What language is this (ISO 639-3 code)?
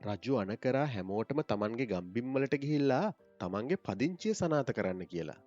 sin